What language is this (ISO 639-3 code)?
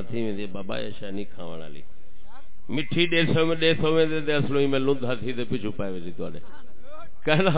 skr